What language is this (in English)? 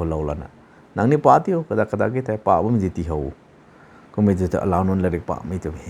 Rongmei Naga